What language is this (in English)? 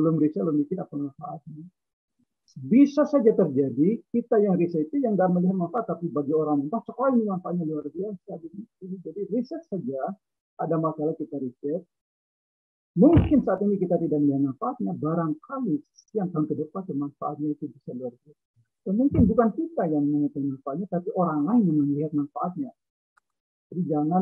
Indonesian